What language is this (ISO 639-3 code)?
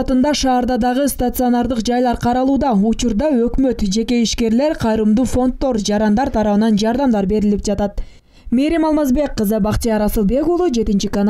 kir